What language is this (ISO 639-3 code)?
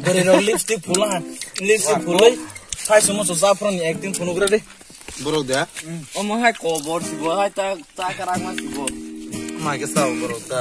trp